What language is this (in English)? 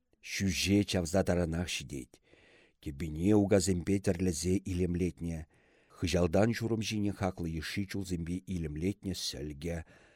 Chuvash